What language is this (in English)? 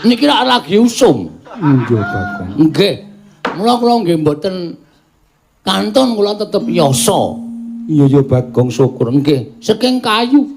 Javanese